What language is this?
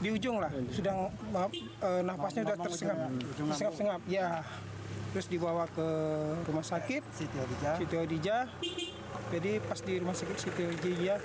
Musi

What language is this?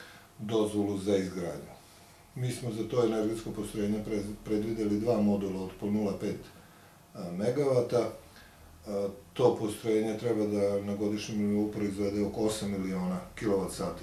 Serbian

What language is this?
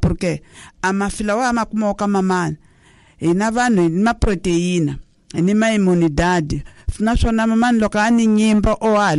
Tsonga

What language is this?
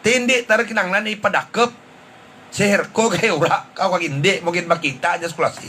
Hiligaynon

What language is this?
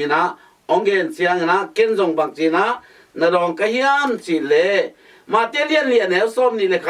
Tedim Chin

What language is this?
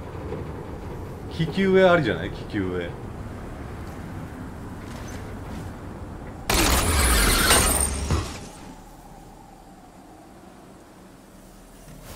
Japanese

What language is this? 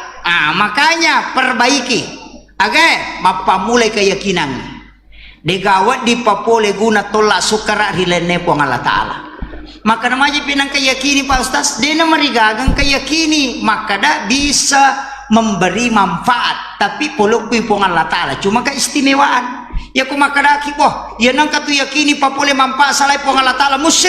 Buginese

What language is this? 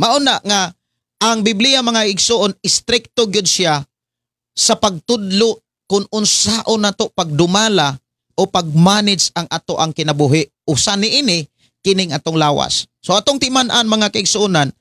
Cebuano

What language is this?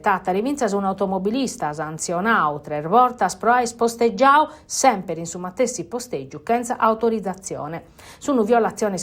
Sardinian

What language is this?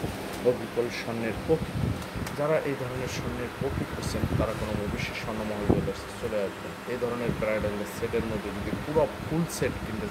Bangla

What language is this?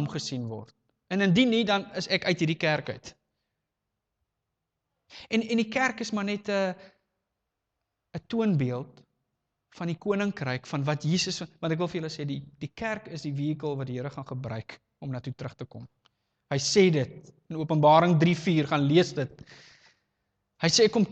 Afrikaans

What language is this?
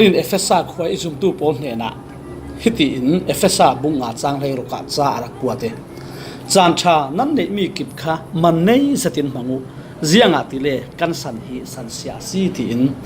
Falam Chin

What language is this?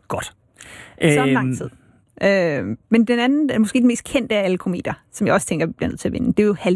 Danish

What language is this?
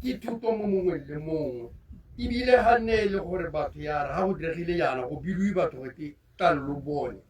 Tswana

